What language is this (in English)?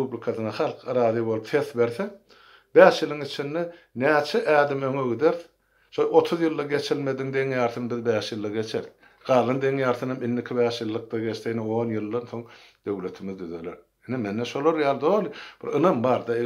Turkmen